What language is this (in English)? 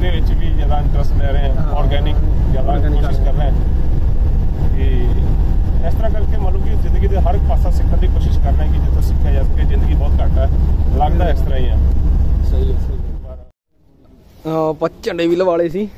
Punjabi